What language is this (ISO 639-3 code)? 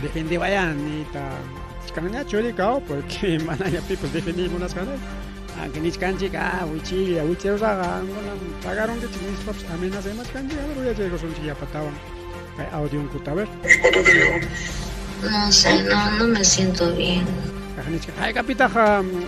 quy